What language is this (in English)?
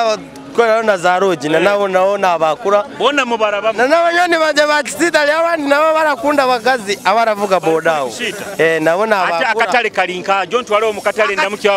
Nyoro